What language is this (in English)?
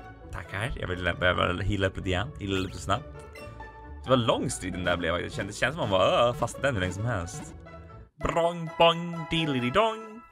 Swedish